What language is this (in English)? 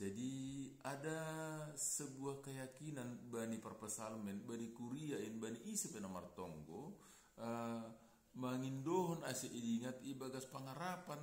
Batak Simalungun